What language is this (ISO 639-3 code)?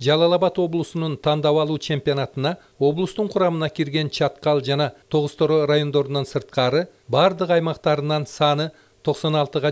kir